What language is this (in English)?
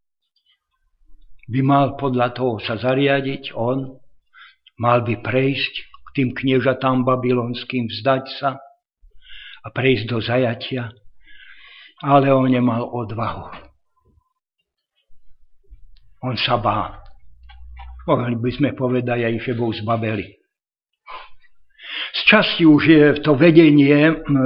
Slovak